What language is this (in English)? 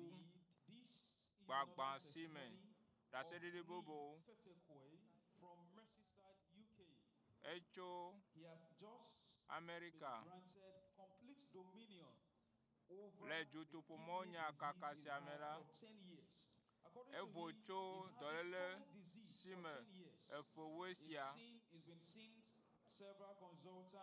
Ewe